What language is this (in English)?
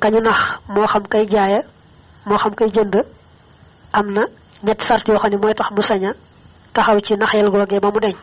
Wolof